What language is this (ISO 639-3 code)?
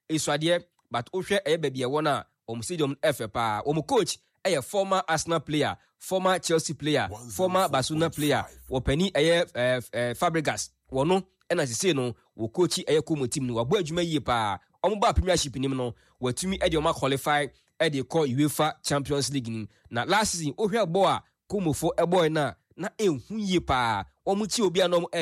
aka